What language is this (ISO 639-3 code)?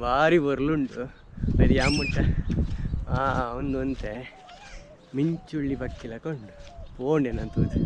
tcy